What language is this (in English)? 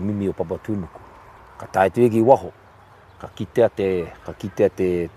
Māori